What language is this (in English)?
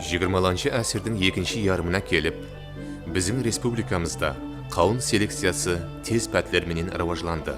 Kara-Kalpak